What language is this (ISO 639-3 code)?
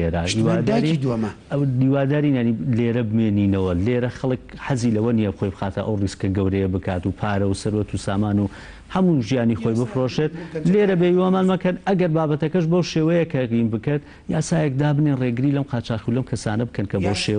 ckb